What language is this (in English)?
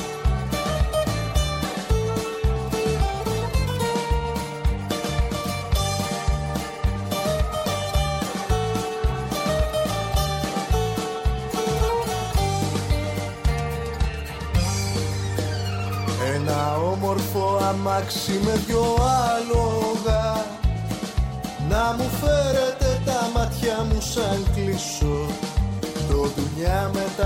Greek